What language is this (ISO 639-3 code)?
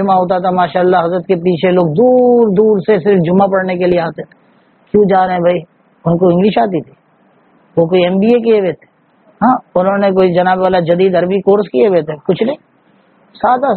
urd